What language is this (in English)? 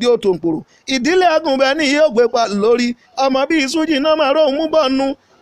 Yoruba